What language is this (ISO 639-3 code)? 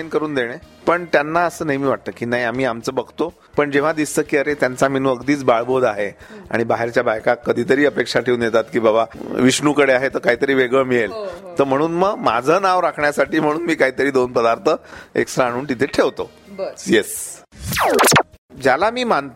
mar